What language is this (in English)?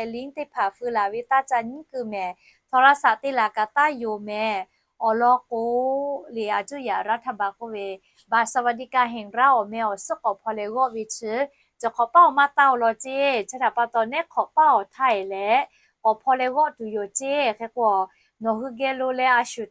Lahu